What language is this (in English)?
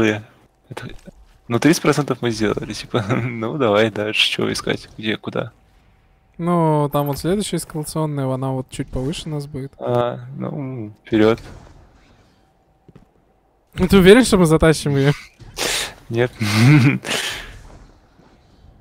Russian